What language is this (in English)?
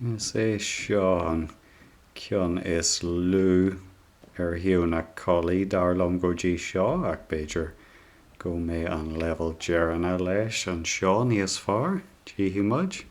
Irish